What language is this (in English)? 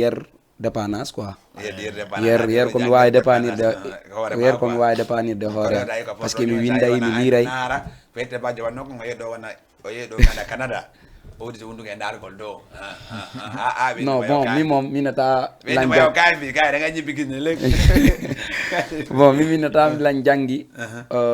Fula